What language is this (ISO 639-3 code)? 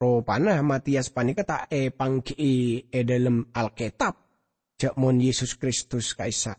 mad